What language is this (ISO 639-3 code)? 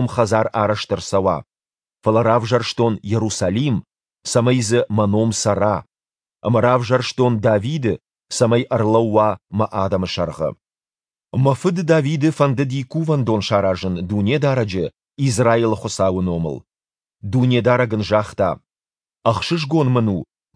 oss